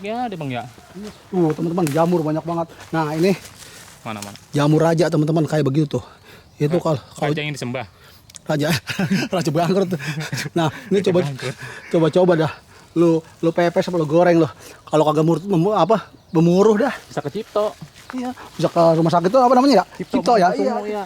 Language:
Betawi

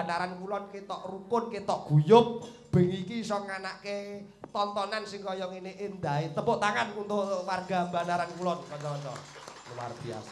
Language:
Javanese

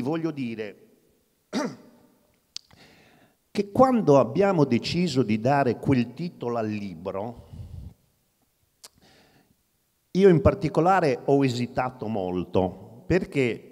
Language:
Italian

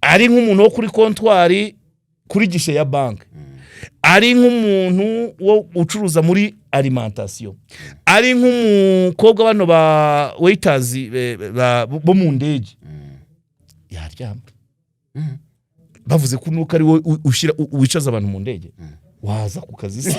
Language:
Kinyarwanda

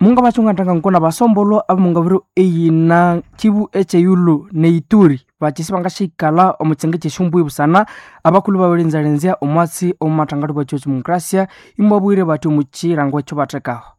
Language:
Nande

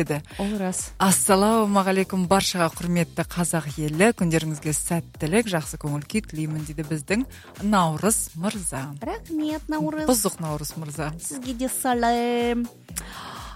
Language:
Kazakh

